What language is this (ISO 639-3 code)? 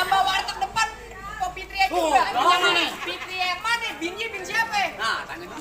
bew